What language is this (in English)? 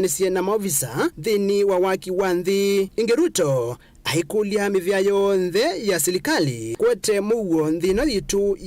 Kamba